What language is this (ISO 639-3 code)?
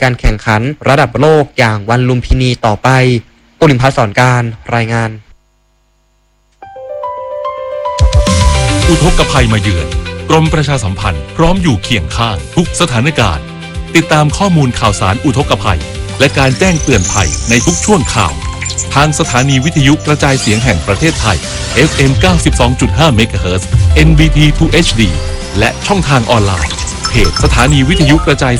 tha